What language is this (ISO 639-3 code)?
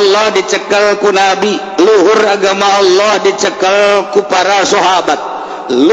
sun